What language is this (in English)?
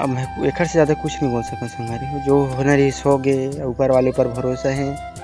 Chhattisgarhi